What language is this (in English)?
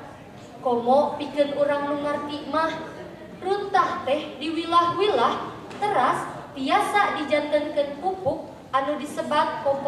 Sundanese